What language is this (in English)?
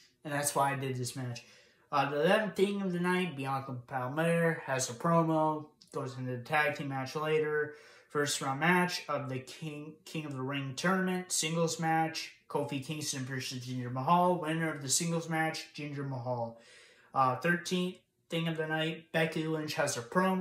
English